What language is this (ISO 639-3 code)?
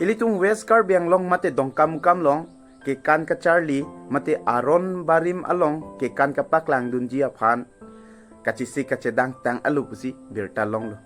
mjw